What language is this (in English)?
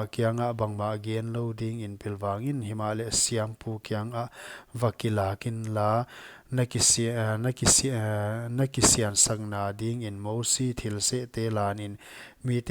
Paite Chin